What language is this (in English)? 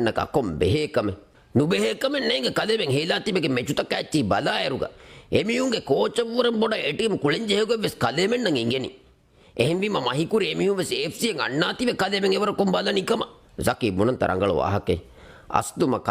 Divehi